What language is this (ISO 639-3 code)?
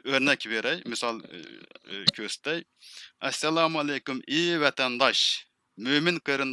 uig